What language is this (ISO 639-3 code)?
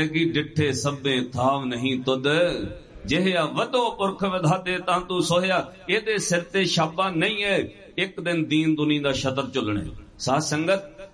pan